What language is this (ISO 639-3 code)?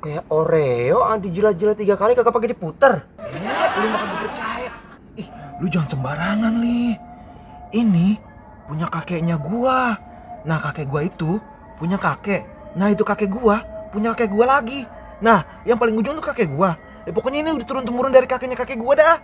bew